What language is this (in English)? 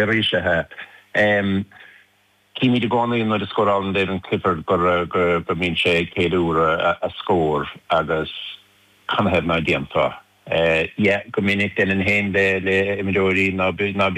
Irish